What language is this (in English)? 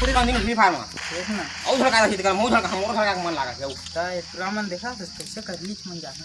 Chhattisgarhi